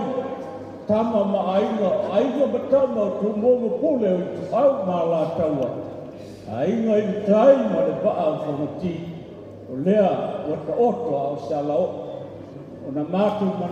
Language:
Samoan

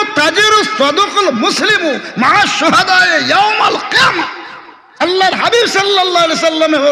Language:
Sylheti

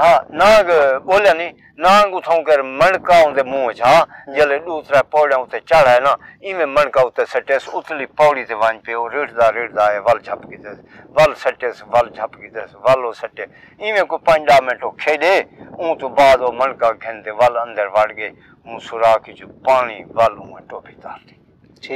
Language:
Saraiki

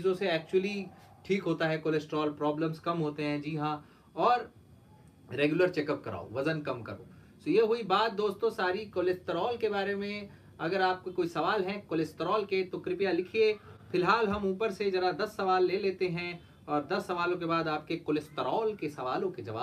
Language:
Hindi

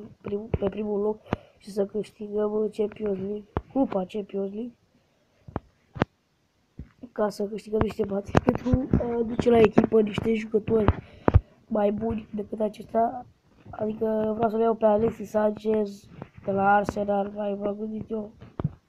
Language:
Romanian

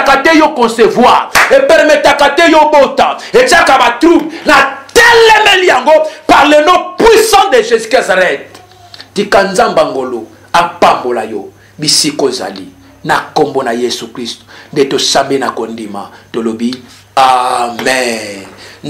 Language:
Lingala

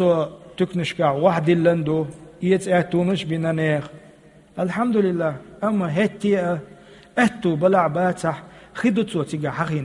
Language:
Chechen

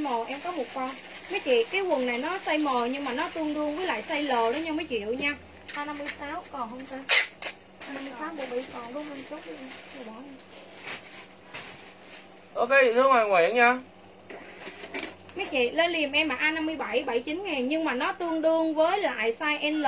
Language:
Vietnamese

